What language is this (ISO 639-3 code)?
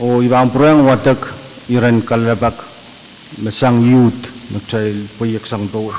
pon